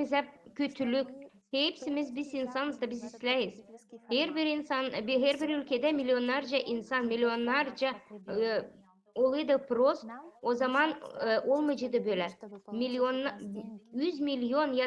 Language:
Gagauz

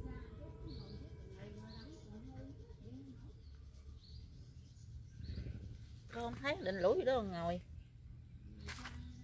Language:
Vietnamese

